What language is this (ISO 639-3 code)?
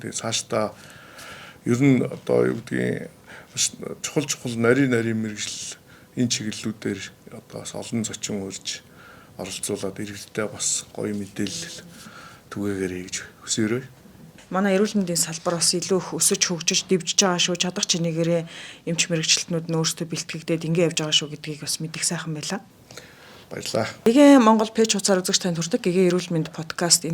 mon